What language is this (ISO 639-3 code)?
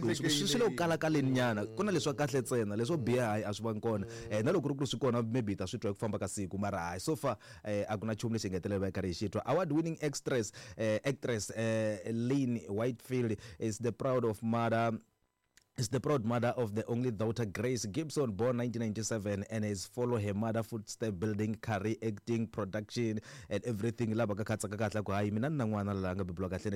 tso